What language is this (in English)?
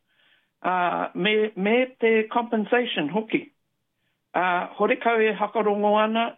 Māori